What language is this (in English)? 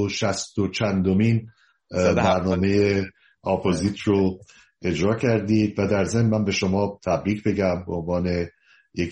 Persian